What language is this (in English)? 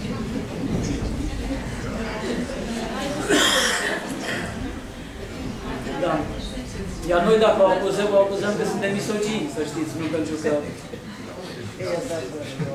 Romanian